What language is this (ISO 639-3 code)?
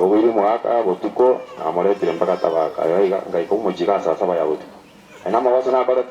guz